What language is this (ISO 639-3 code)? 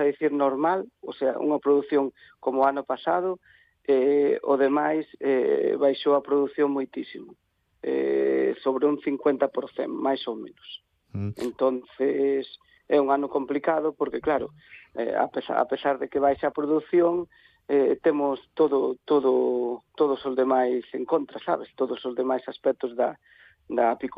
glg